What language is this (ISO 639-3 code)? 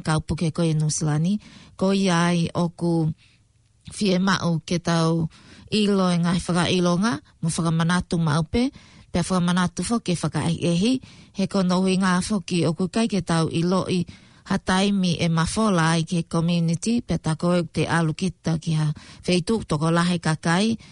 ton